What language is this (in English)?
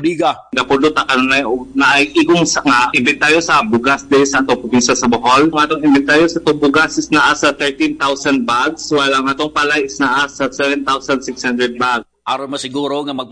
Cebuano